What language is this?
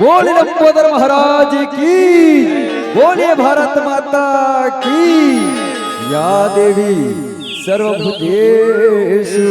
Chhattisgarhi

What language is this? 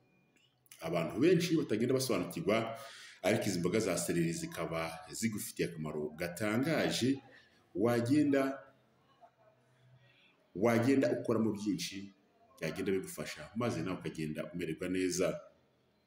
Kinyarwanda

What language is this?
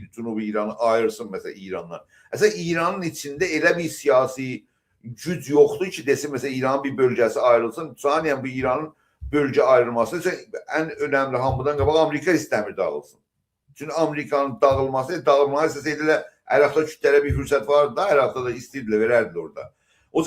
South Azerbaijani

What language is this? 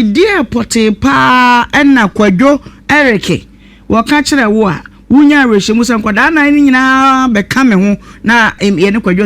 Akan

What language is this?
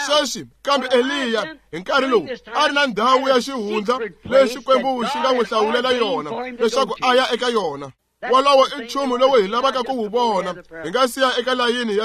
Tsonga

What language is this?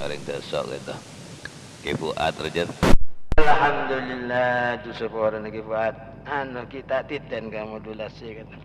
Madurese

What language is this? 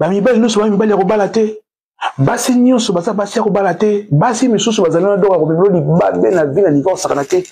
Lingala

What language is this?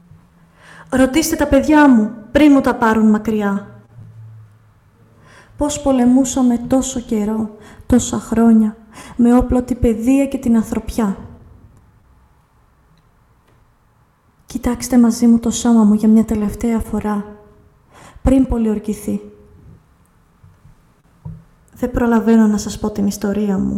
Greek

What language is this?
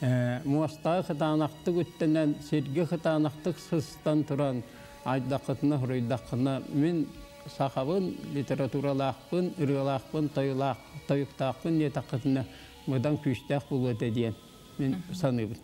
Yakut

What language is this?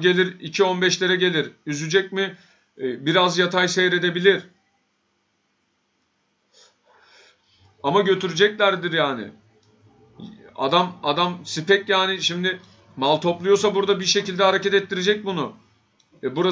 Turkish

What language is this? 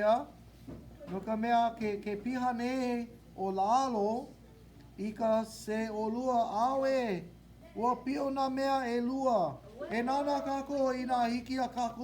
Hawaiian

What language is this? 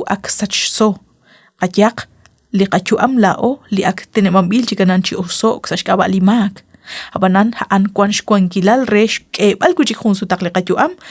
Kekchí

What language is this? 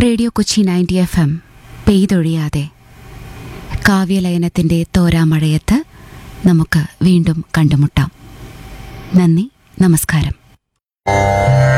Malayalam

